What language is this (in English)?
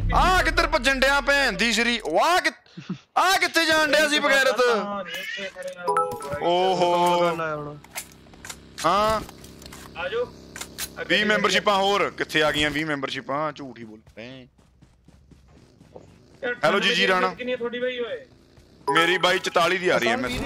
Punjabi